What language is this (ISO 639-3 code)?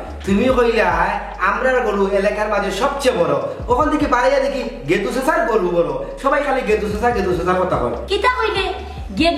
syl